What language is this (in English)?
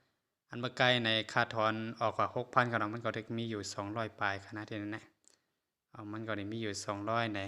Shan